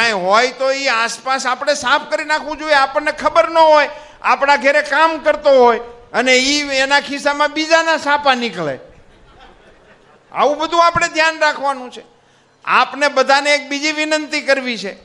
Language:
Gujarati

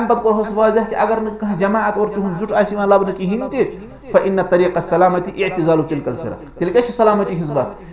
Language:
Kashmiri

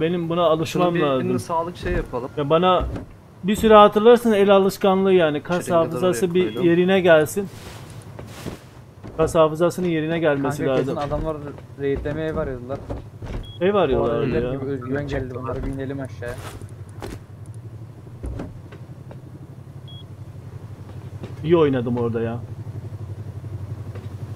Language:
Turkish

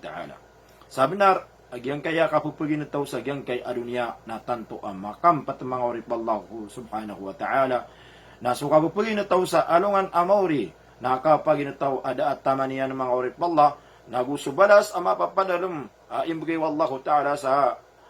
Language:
Maranao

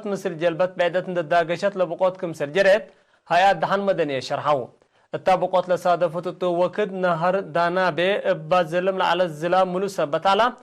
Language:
Tigre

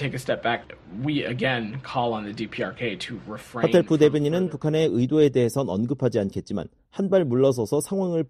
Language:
Korean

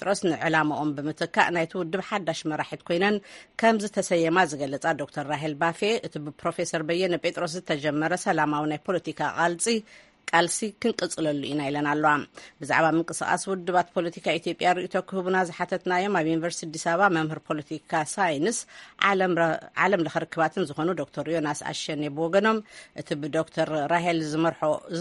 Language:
Tigrinya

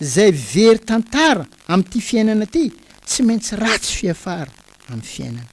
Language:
Malagasy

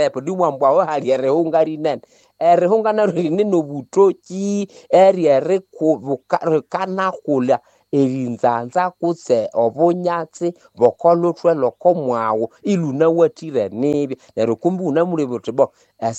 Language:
Nande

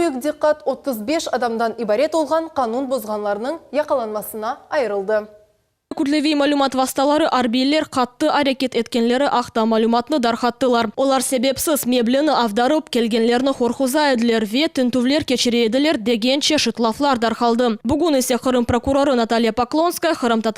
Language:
Crimean Tatar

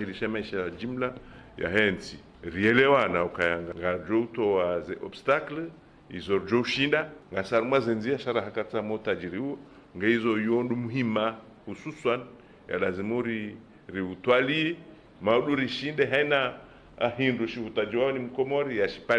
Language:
Ngazidja Comorian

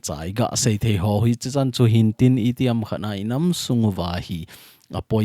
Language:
Thado Chin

